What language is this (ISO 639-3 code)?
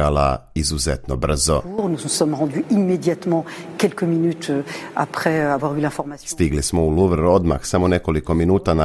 hrv